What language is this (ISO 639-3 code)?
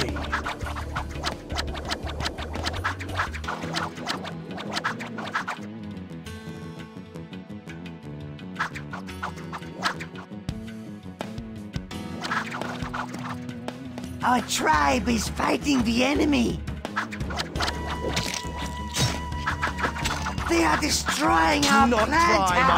eng